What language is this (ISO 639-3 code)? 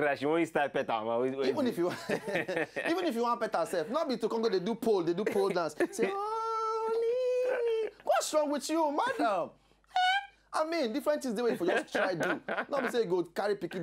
pcm